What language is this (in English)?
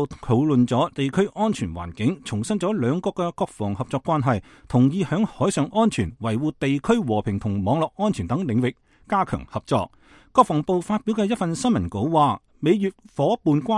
Cantonese